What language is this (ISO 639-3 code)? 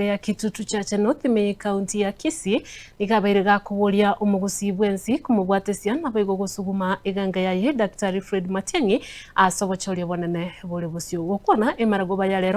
guz